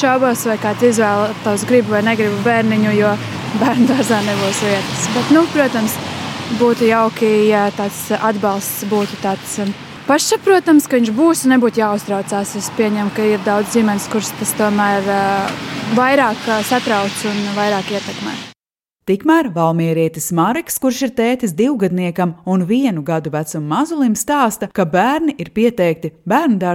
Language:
Latvian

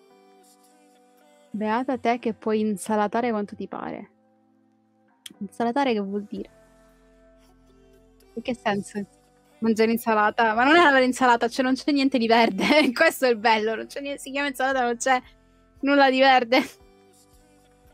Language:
Italian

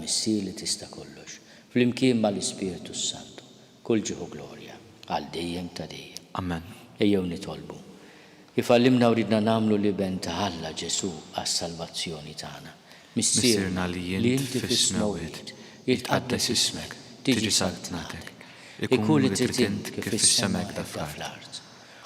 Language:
Maltese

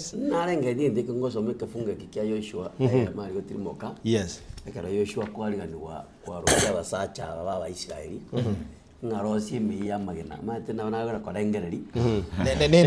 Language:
Gusii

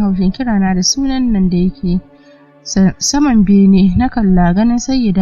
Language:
Hausa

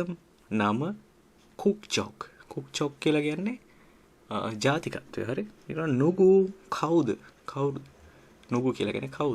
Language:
Sinhala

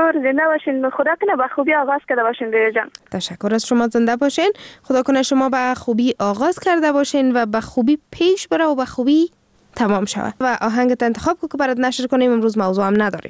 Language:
Persian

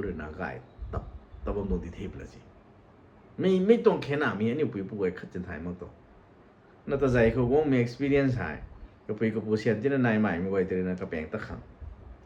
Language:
Rongmei Naga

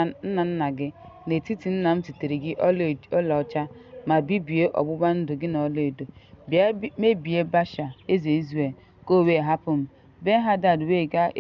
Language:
Igbo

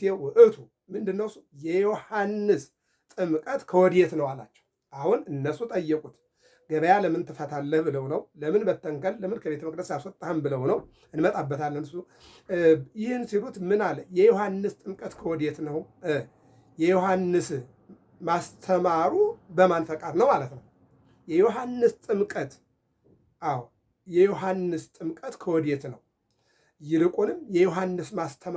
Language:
Amharic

